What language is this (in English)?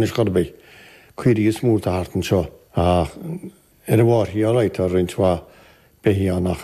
Irish